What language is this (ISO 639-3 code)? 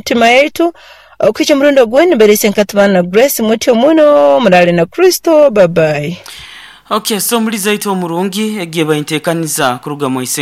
nyo